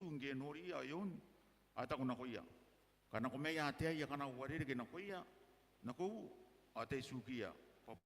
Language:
Gilbertese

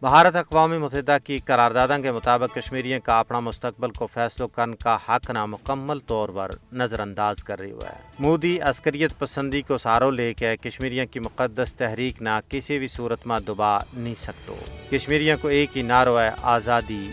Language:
Gujari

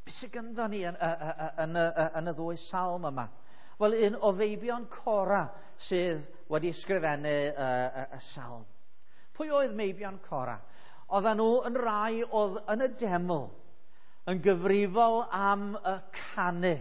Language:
Welsh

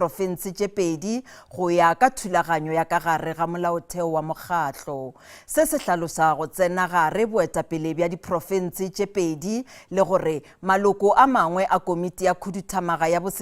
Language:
Northern Sotho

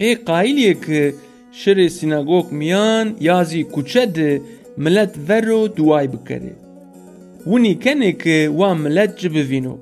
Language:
Zaza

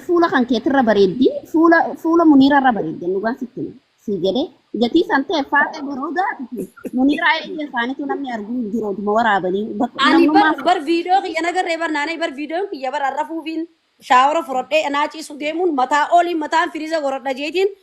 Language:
Oromo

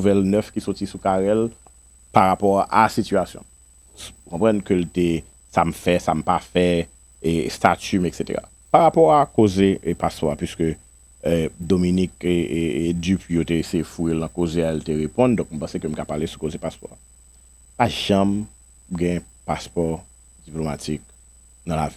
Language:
Haitian Creole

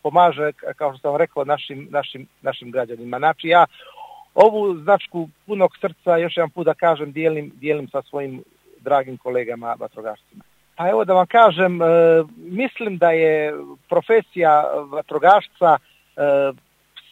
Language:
Serbian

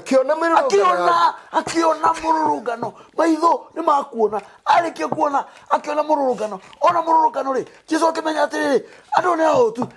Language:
Kikuyu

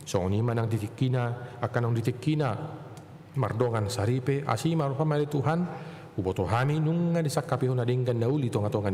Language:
Batak Toba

